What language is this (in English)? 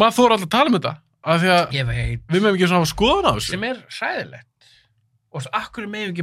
Icelandic